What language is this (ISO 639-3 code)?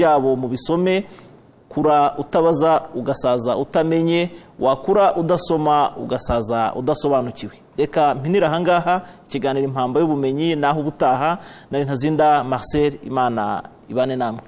kin